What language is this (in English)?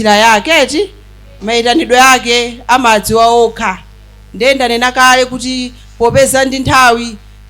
Nyanja